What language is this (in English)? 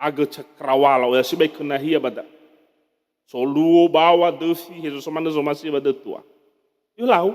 Nias